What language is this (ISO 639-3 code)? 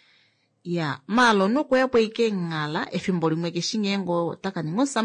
kua